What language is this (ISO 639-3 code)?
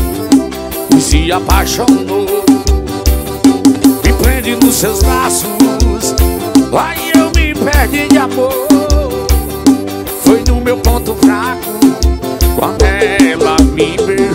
por